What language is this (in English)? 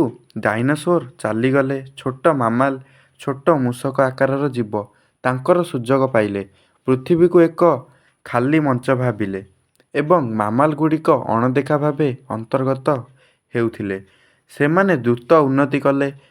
Odia